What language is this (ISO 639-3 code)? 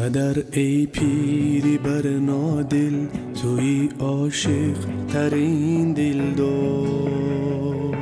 tgk